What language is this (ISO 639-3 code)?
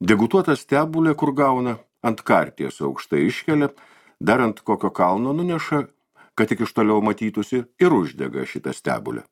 lit